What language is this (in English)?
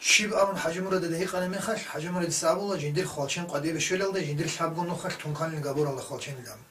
Avaric